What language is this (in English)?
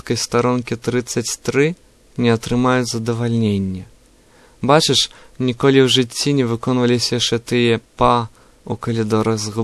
Belarusian